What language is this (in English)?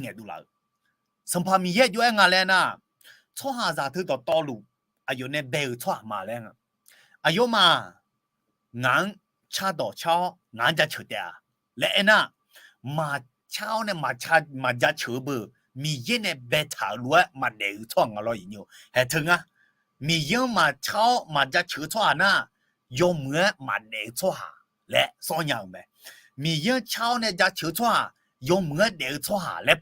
Akha